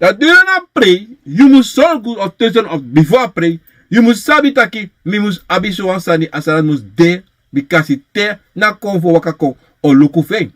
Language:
Sranan Tongo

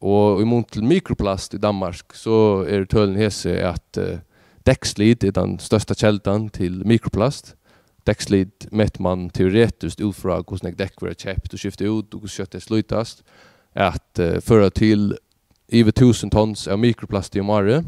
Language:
Faroese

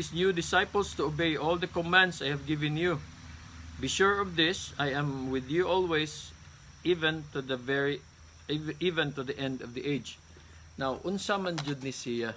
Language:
Cebuano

